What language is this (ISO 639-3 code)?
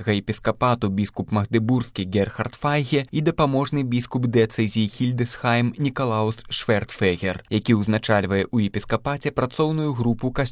bel